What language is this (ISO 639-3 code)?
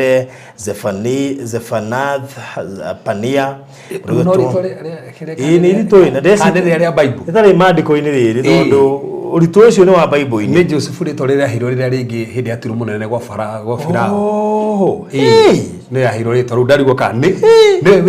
kik